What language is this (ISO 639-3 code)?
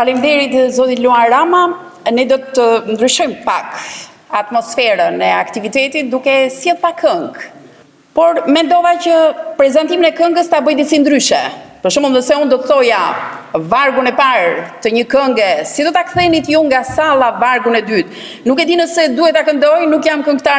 sqi